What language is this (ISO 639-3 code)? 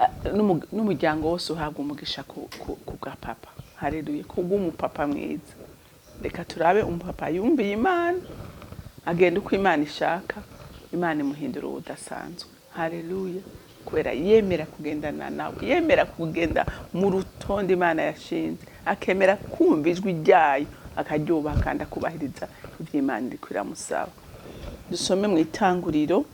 run